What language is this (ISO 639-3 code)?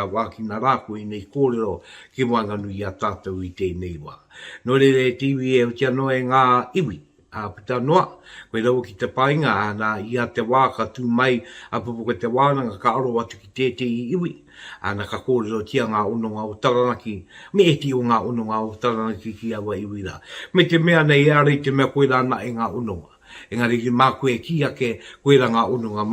mri